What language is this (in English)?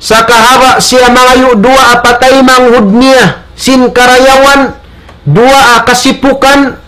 Tausug